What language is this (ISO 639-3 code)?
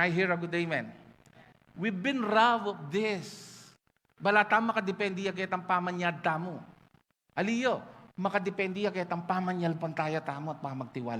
pam